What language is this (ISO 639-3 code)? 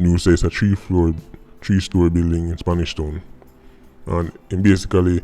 jam